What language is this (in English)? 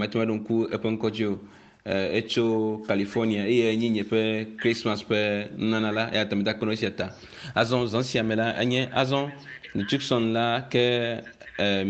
Ewe